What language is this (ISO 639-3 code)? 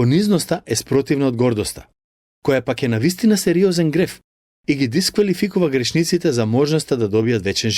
mkd